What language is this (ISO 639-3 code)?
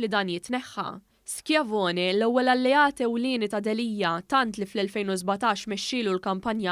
mlt